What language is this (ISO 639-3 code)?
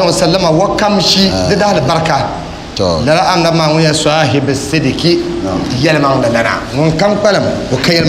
dag